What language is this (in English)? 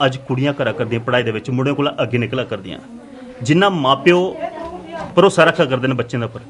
Dogri